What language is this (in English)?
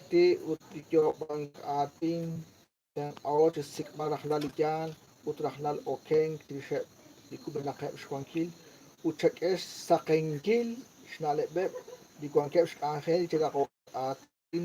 Kekchí